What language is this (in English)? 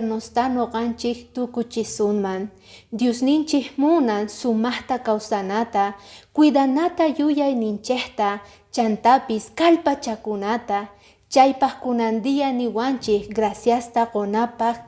Quechua